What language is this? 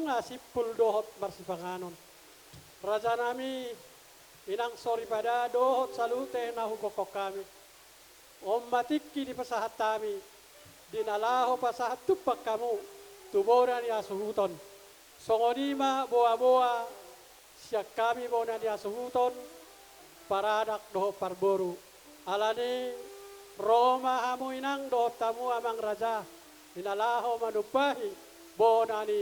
Batak Toba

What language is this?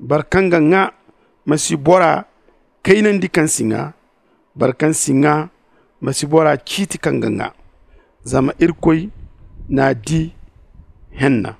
Zarma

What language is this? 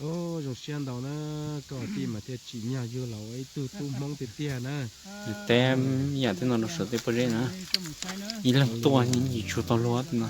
Hmong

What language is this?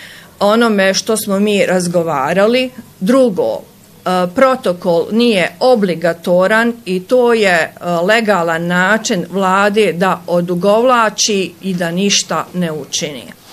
Bosnian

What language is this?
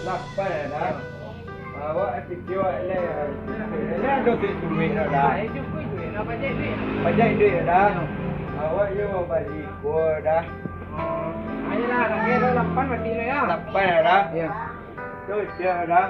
Minangkabau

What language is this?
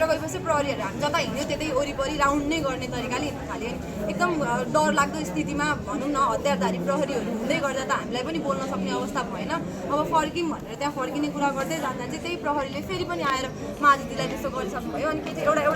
Nepali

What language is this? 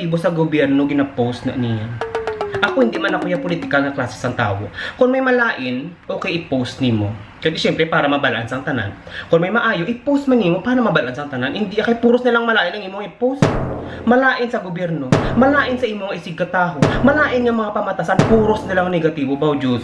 Hiligaynon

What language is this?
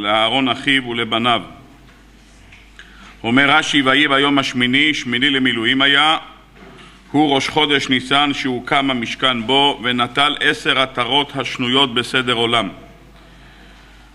Hebrew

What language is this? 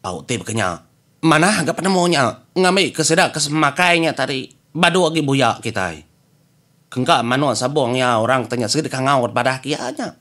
Iban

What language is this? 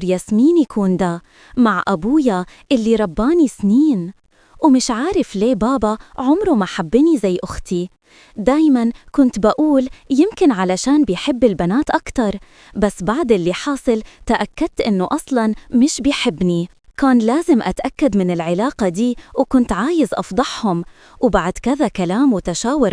Egyptian Arabic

